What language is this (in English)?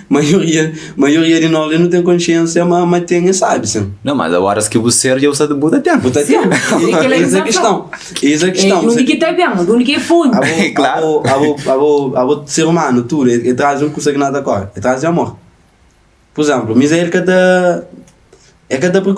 Kabuverdianu